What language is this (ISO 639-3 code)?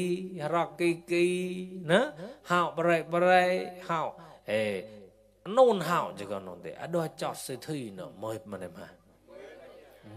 mnw